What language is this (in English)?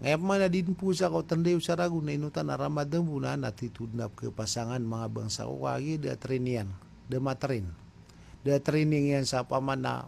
Maranao